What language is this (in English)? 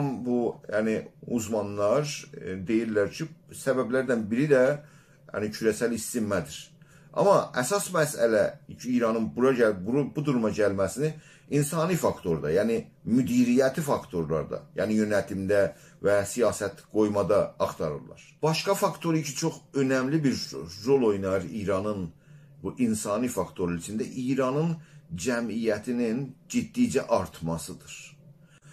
South Azerbaijani